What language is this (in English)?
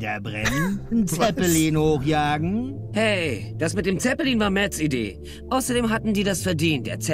German